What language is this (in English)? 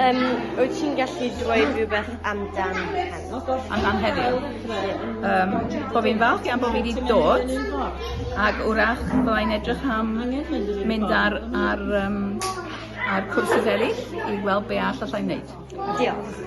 Welsh